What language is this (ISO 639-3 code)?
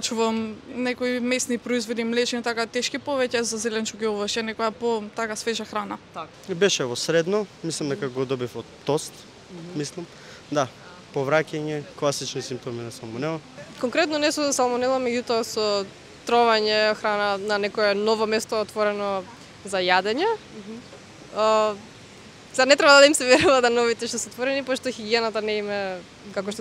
mkd